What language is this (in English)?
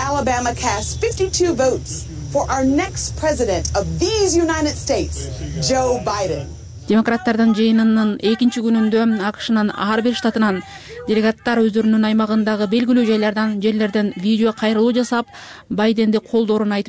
Kyrgyz